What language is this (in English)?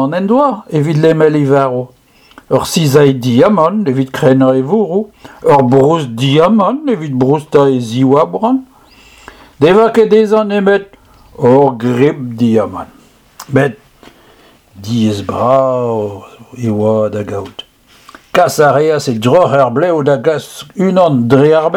Breton